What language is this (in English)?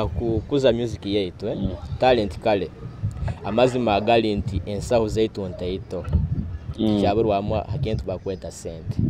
Nyoro